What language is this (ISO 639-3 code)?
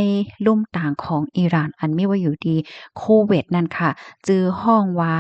shn